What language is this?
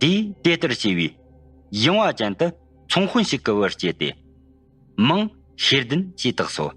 Tibetan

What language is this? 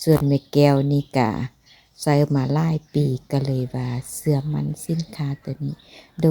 Lao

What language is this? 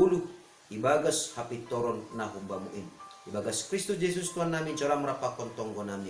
Batak Simalungun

